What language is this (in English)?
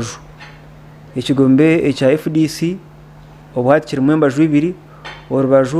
Nyankole